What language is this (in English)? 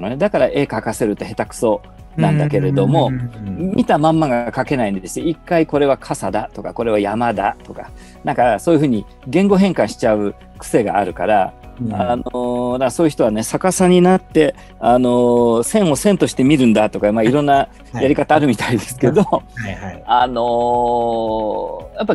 Japanese